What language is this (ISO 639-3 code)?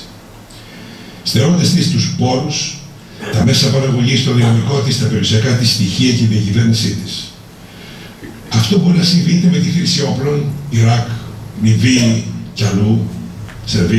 ell